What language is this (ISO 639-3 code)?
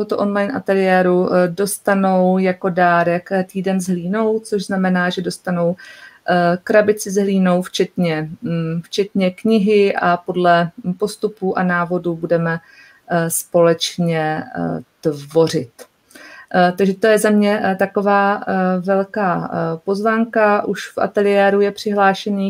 ces